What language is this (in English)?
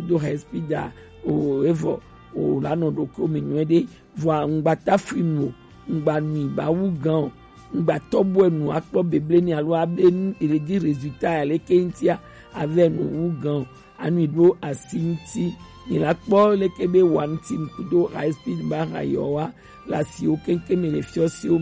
Gen